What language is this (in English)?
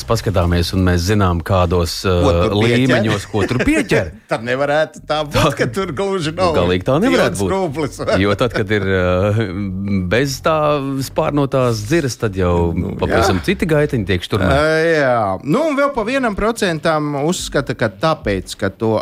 Latvian